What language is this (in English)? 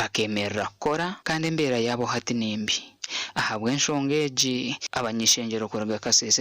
Nyankole